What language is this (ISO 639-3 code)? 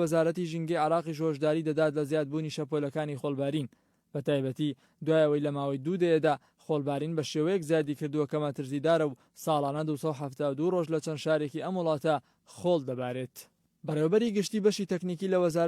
ckb